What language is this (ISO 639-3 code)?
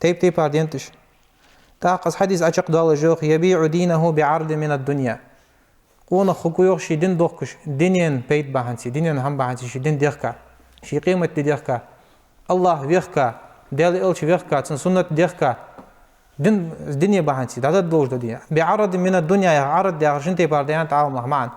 inh